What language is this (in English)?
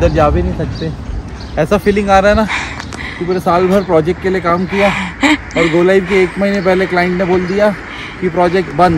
Hindi